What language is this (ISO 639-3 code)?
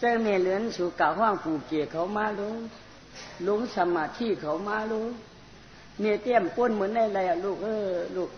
shn